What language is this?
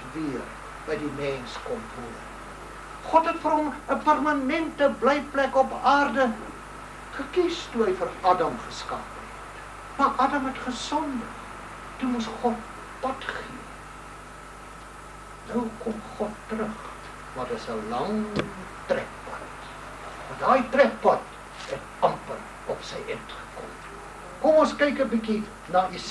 Afrikaans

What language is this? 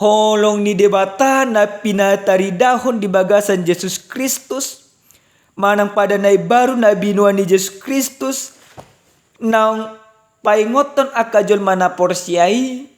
Batak Toba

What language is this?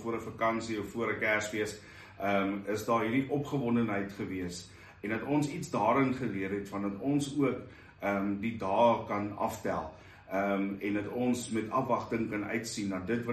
Afrikaans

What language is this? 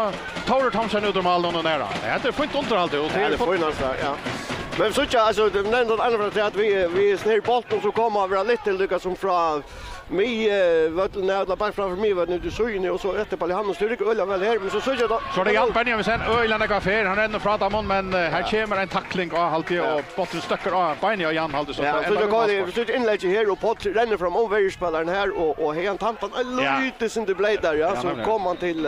Faroese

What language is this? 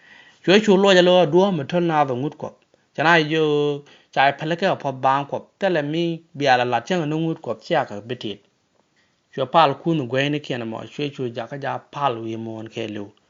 Nuer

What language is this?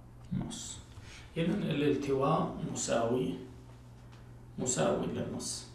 Arabic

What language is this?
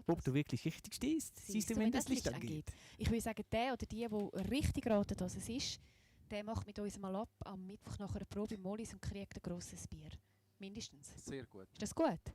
Swiss German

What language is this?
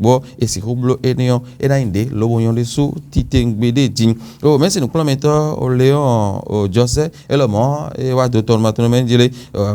Fon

